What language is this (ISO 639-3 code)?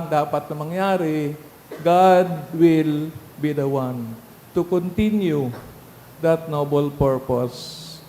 bik